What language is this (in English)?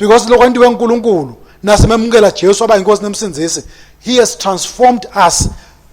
Swati